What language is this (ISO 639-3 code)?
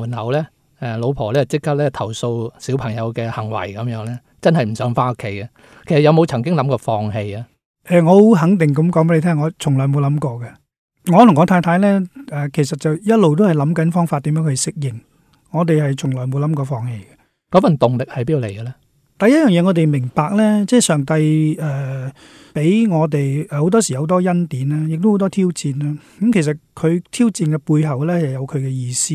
yue